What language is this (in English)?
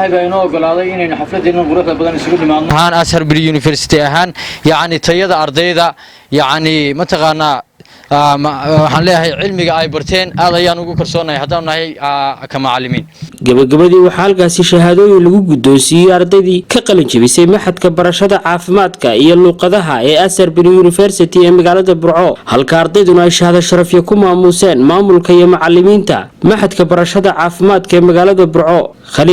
Somali